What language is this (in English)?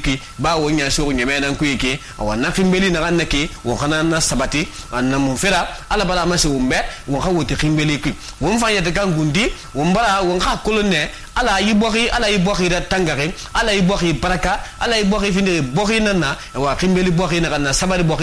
Susu